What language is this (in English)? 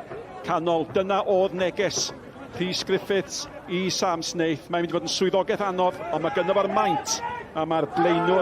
Welsh